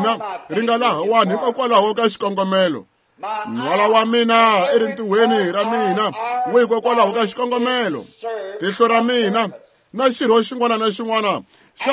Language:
Tsonga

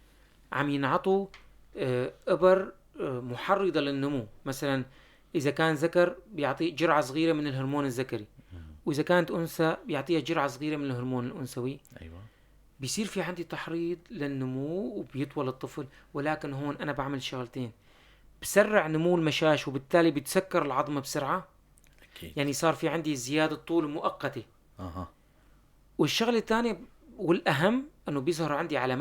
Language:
North Levantine Arabic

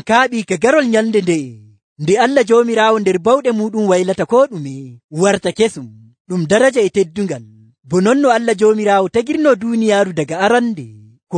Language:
Nigerian Fulfulde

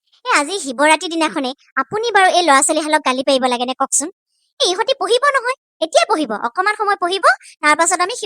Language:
Assamese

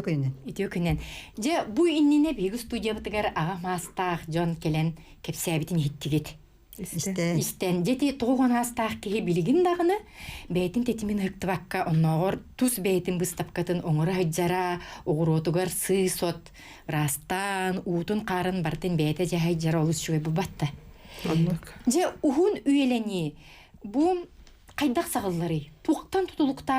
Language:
Yakut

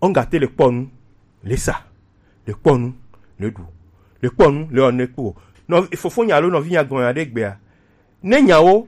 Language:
Gen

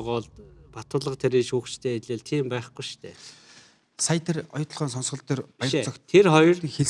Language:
Mongolian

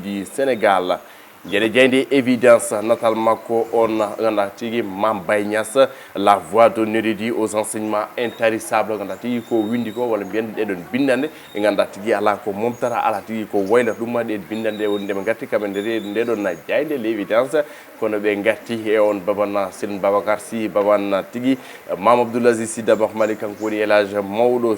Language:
Fula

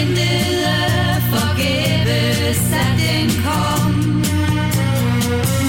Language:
Danish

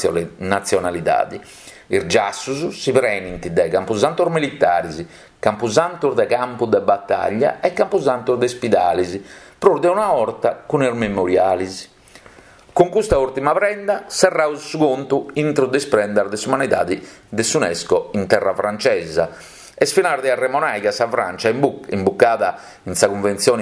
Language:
Sardinian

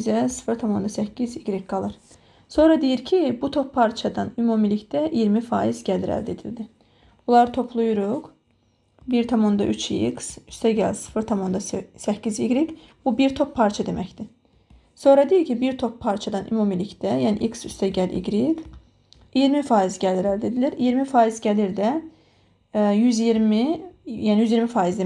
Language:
Azerbaijani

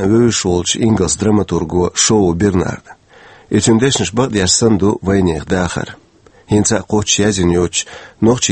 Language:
Chechen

